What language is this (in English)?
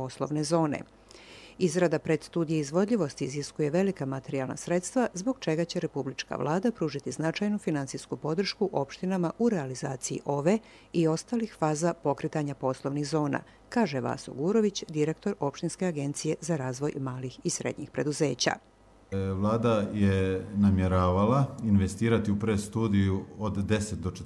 Serbian